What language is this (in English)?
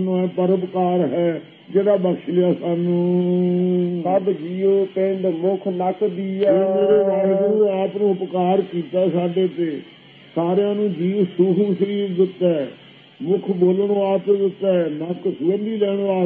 Punjabi